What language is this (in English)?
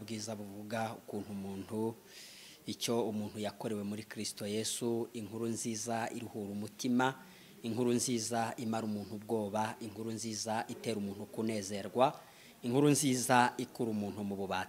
Kinyarwanda